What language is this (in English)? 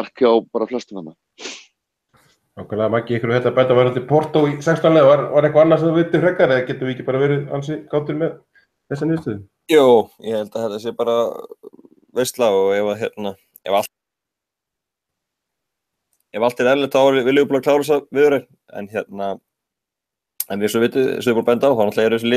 Icelandic